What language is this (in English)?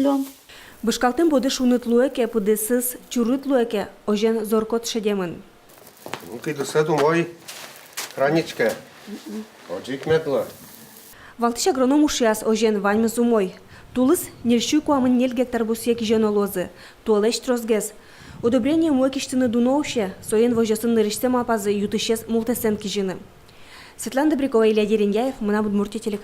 Udmurt